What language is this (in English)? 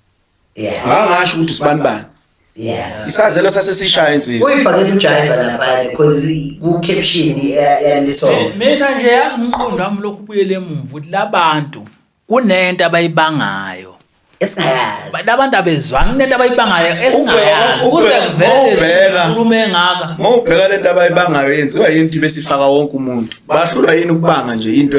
Zulu